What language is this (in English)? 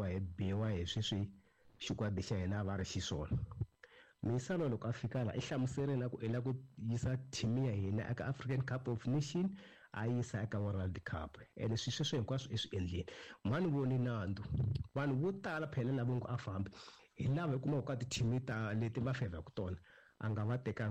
Tsonga